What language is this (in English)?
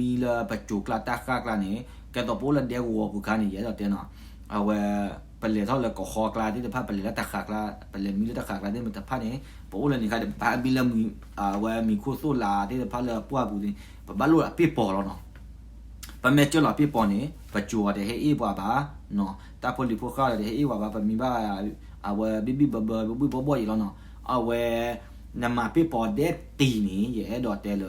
S'gaw Karen